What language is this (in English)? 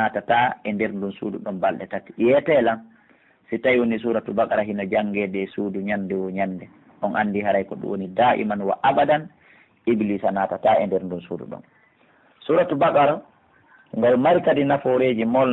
Pular